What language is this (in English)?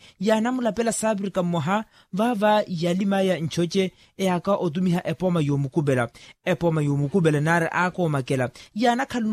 Makhuwa